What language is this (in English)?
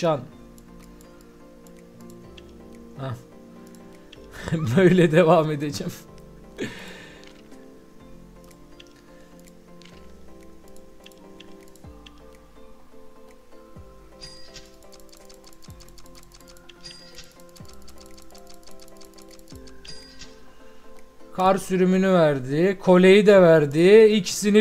Turkish